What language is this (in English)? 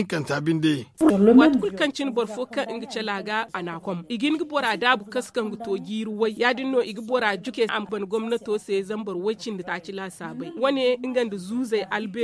Zarma